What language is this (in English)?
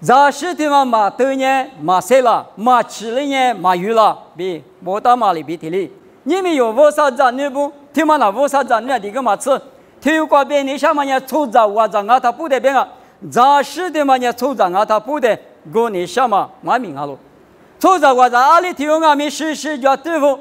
Lisu